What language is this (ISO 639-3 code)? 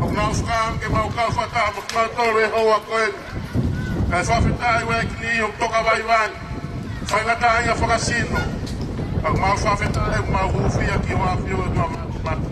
ton